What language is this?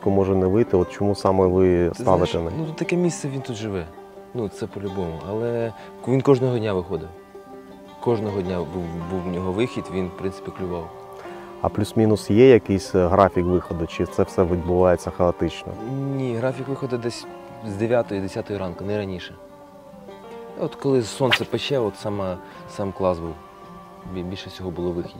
Ukrainian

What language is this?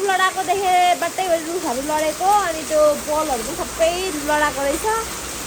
Nepali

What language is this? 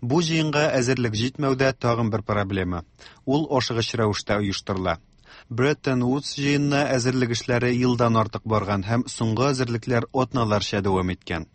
Tatar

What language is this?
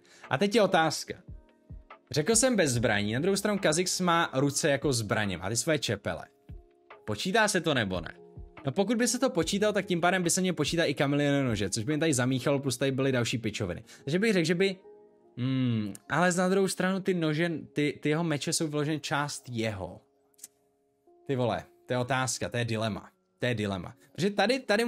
Czech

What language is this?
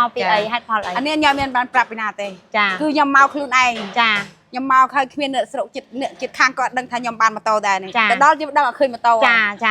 Khmer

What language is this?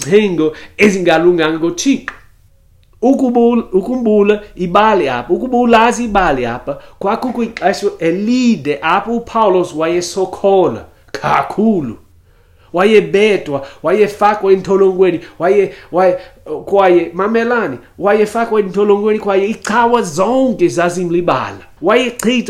Xhosa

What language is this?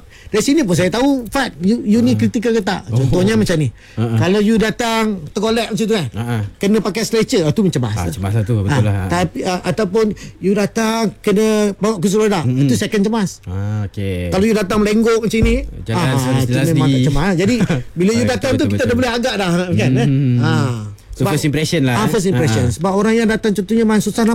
Malay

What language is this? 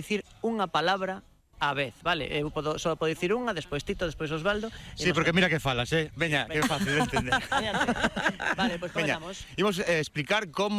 Galician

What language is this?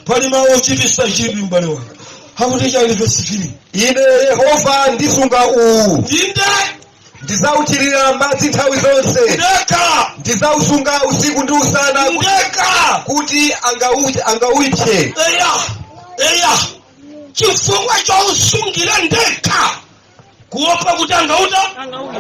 Nyanja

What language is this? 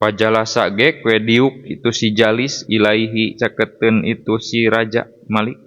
Sundanese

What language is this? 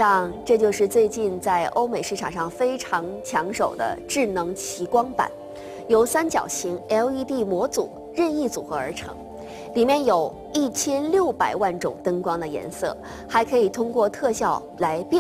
Chinese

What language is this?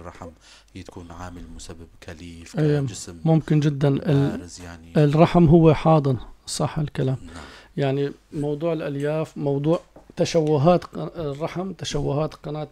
North Levantine Arabic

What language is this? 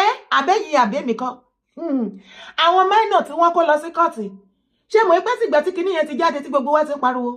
Yoruba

